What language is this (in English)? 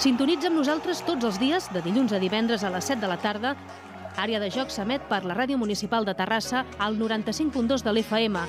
Catalan